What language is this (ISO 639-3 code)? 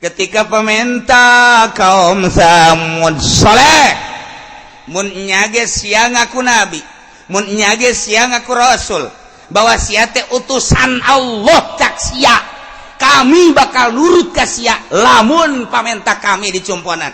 sun